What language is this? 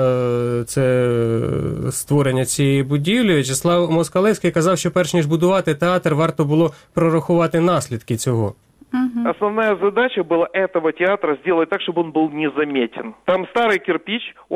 Ukrainian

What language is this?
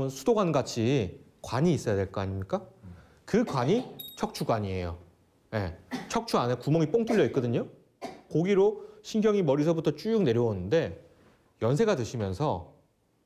Korean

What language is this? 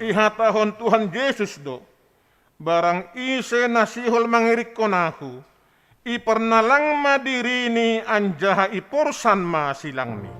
Batak Simalungun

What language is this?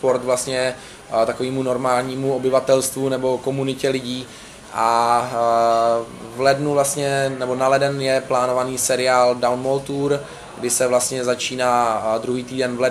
Czech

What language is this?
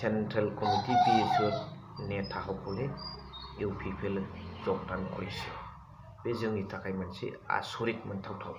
Bodo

